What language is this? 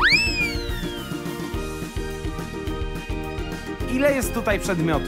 Polish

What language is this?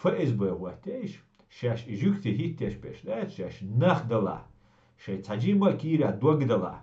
Chechen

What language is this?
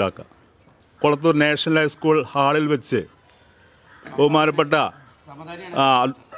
Malayalam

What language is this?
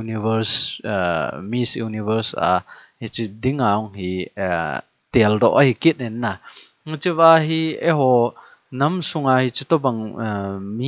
Thado Chin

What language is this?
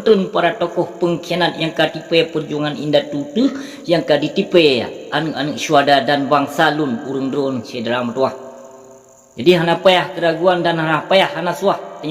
Achinese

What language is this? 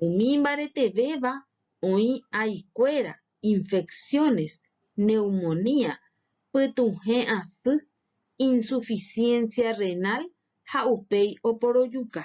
Guarani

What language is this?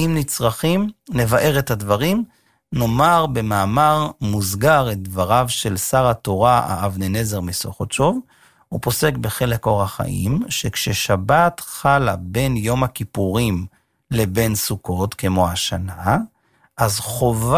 Hebrew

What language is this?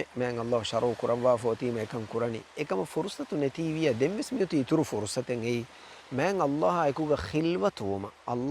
Divehi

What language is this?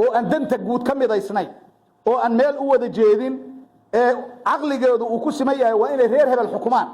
Somali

